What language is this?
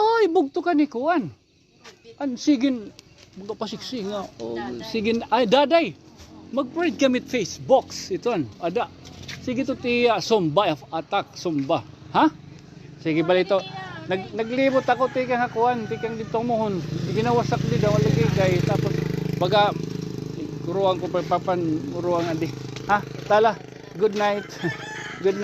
Waray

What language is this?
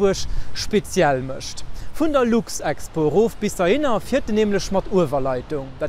Luxembourgish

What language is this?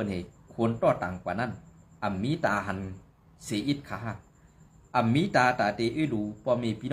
Shan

